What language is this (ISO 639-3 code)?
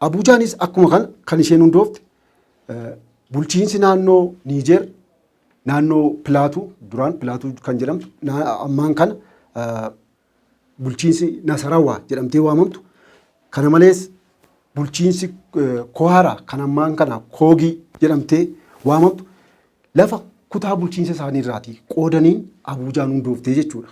orm